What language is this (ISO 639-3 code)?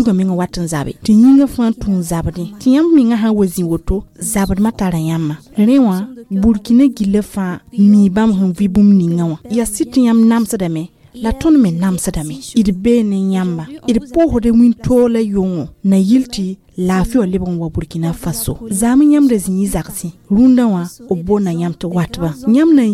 mos